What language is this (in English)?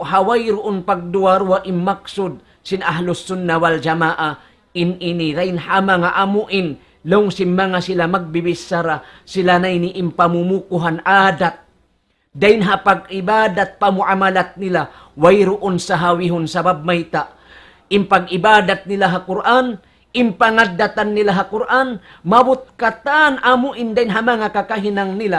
Tausug